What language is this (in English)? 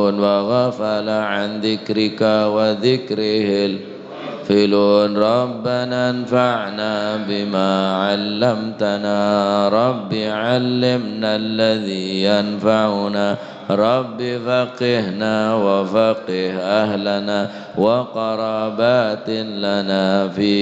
Madurese